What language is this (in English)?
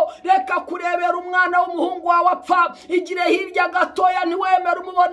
Kinyarwanda